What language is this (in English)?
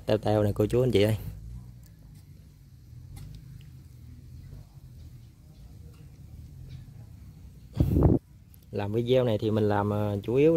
Vietnamese